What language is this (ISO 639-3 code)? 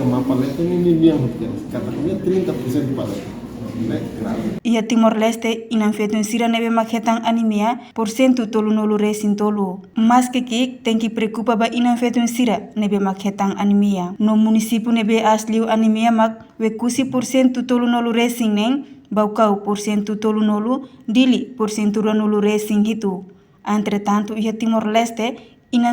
tet